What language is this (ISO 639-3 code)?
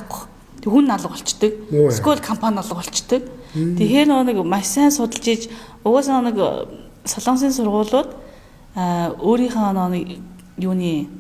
mon